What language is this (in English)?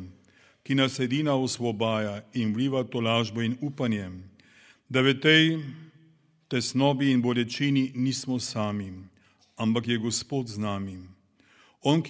Slovenian